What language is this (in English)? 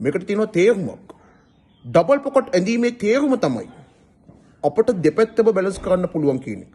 Sinhala